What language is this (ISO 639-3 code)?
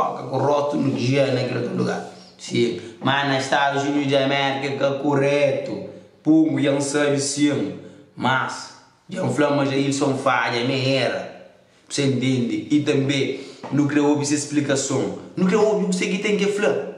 kea